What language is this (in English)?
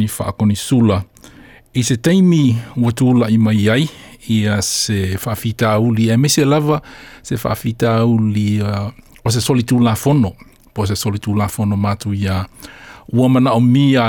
Samoan